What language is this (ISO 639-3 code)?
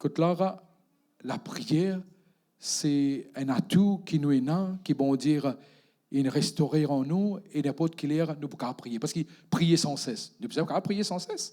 mfe